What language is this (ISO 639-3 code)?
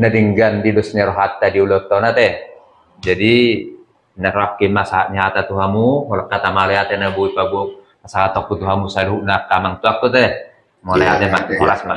bbc